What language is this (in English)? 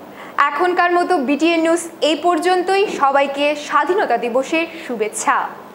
Bangla